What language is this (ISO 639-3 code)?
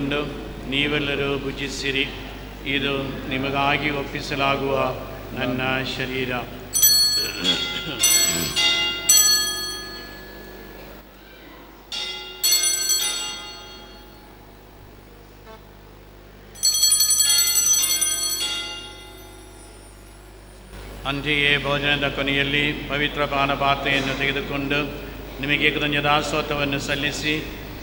kan